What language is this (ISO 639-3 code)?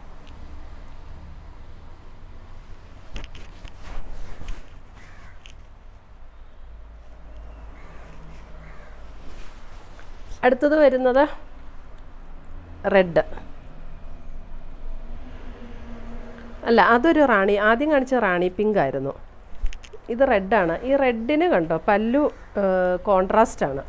mal